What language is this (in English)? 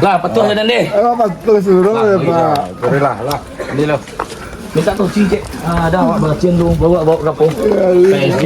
Minangkabau